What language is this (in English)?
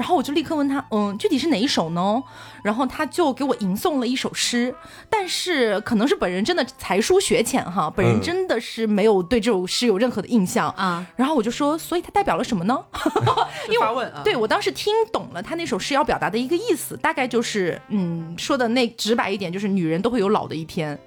Chinese